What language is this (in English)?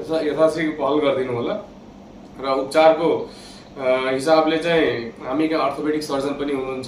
Nepali